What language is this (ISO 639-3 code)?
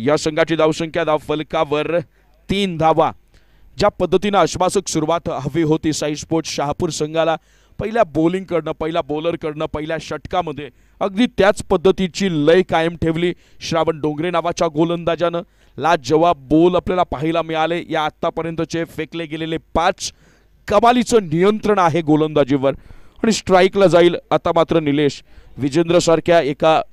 mar